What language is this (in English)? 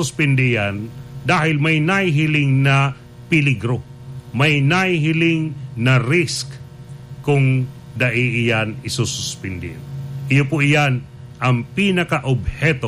Bikol